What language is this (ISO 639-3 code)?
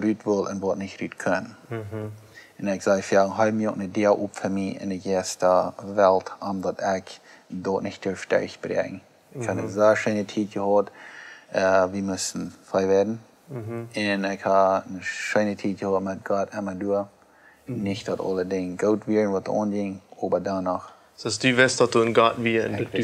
pdt